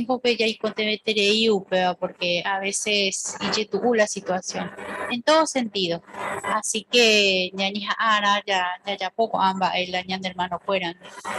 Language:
Guarani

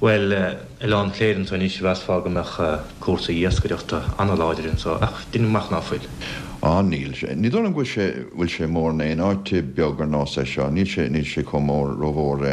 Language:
Irish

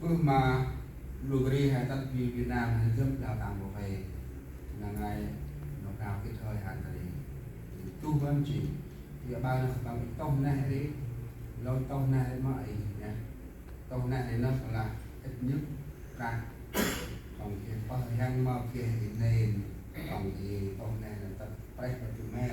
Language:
Central Mnong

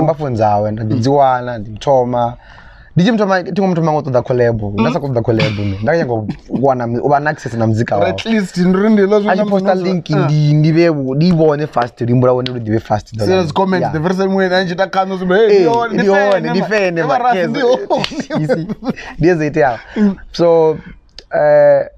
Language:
Venda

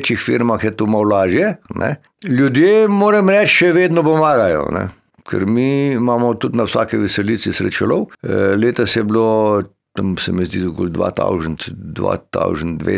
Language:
Slovenian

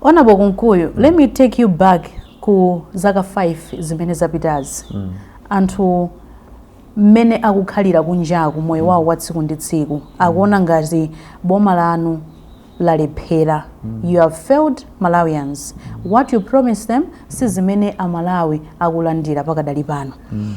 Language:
Nyanja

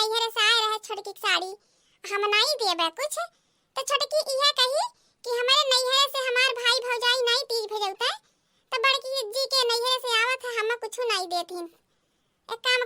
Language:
Awadhi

